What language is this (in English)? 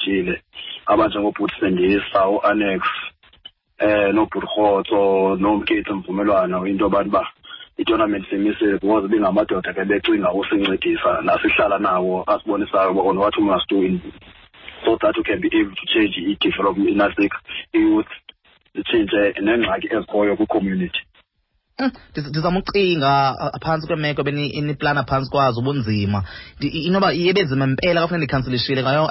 Xhosa